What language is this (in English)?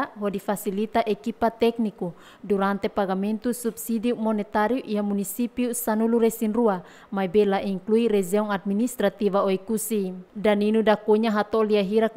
Tetum